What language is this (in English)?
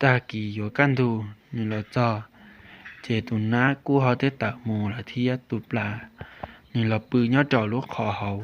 Hmong